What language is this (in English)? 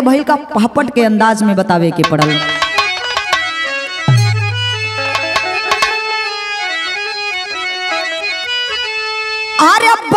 Bhojpuri